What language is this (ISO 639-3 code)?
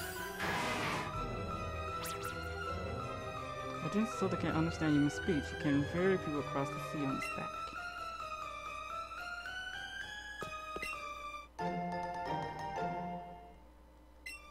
eng